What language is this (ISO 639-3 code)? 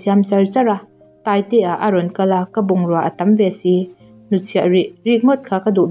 lus